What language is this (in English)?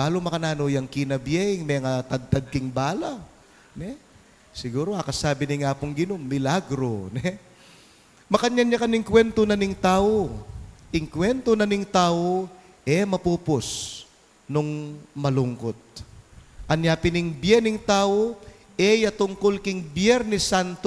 Pampanga